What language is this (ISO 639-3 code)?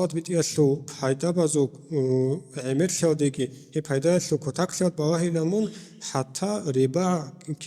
ava